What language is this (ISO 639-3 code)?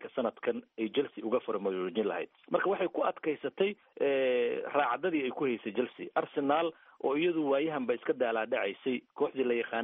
som